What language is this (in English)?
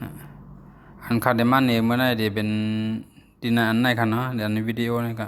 Shan